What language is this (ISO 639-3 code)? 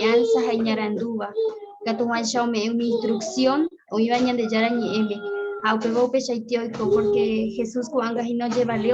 grn